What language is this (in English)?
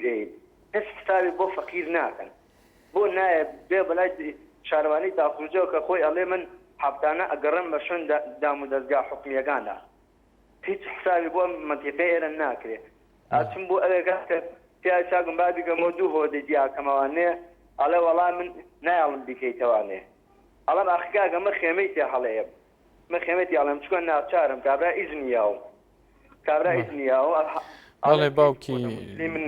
Central Kurdish